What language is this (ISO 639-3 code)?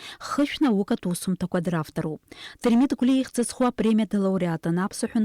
abk